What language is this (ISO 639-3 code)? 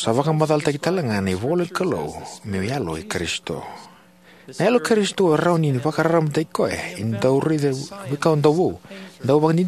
fij